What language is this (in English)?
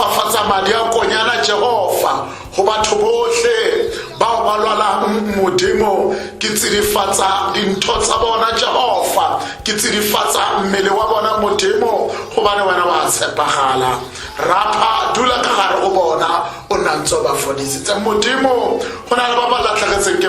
Tswana